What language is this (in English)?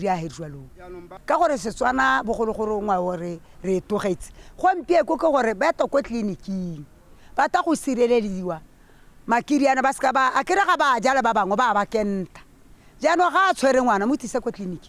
Tswana